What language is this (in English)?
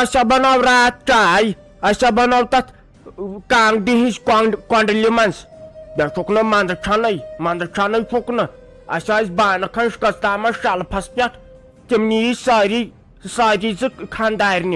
Kashmiri